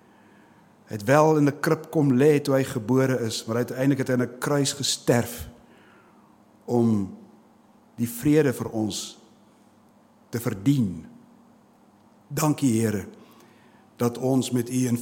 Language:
Afrikaans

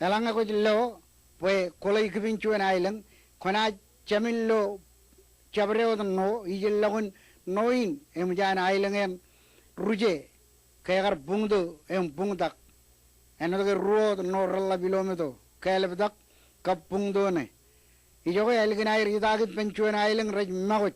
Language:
Marshallese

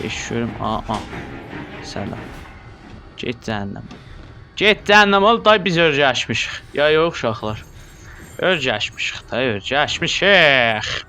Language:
South Azerbaijani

